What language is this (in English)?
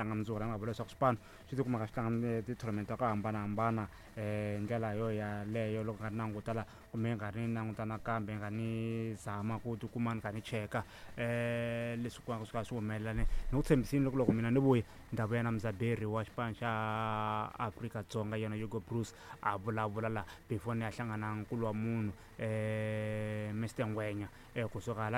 Tsonga